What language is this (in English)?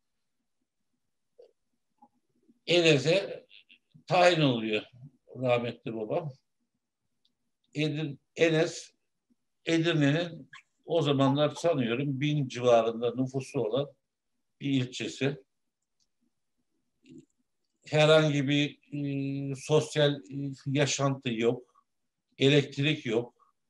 Turkish